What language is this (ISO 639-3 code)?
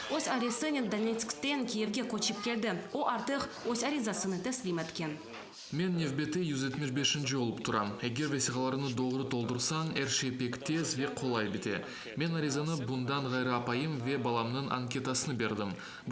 crh